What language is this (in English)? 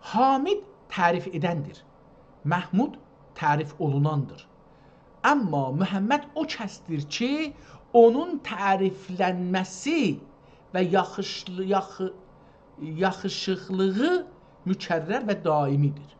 South Azerbaijani